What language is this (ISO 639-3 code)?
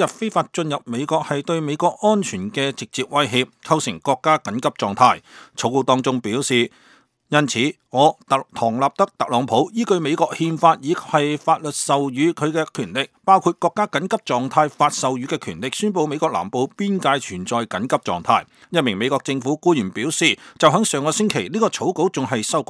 yue